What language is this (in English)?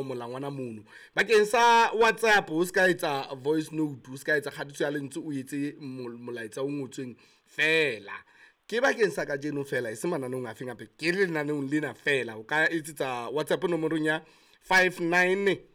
Southern Sotho